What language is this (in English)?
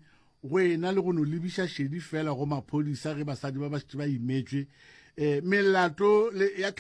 Northern Sotho